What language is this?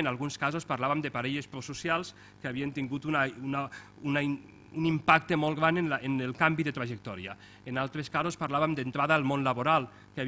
Catalan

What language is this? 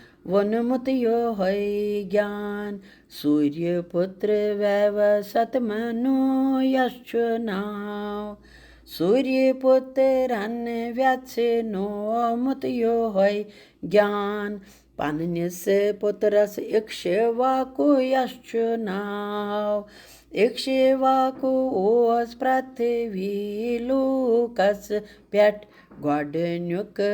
Kashmiri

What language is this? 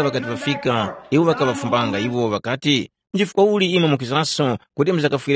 Tumbuka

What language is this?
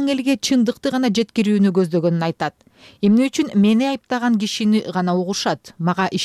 Kyrgyz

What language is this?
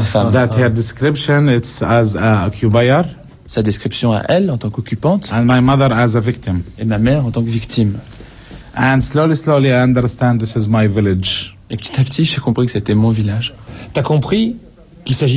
French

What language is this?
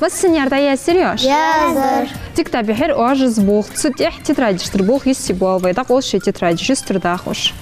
Ingush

